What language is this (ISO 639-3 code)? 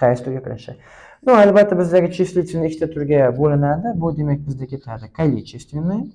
uzb